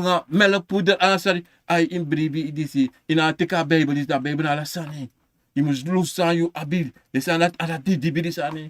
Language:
Sranan Tongo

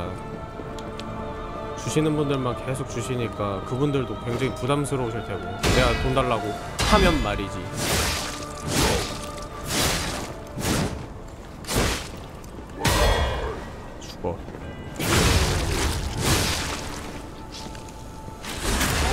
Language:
Korean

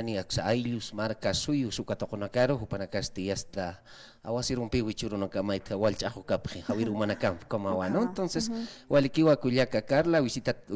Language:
Aymara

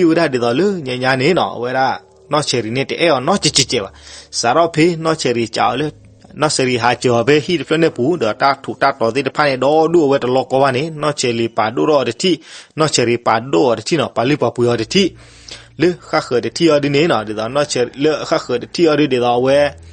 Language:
S'gaw Karen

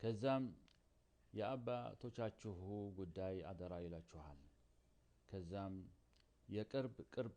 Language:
Amharic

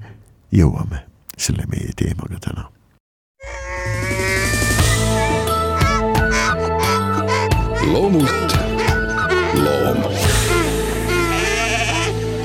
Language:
Estonian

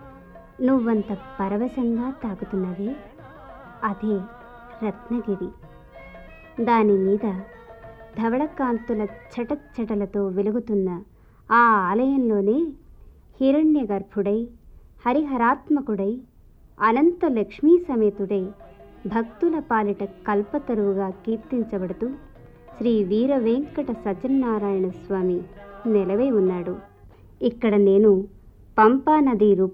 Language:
Telugu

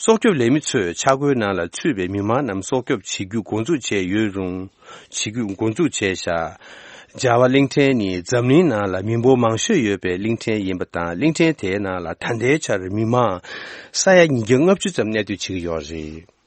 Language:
Tibetan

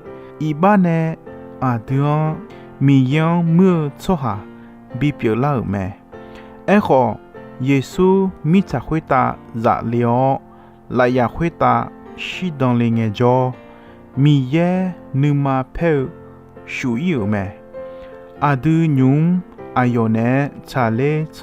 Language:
Akha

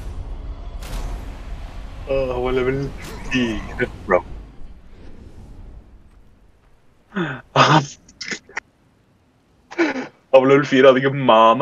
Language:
Norwegian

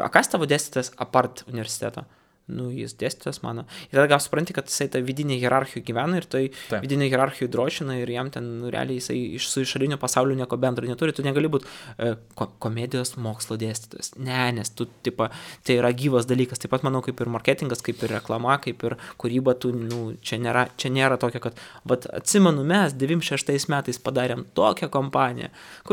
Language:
Lithuanian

